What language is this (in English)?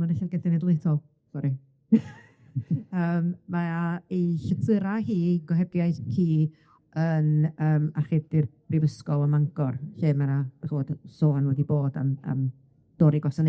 Welsh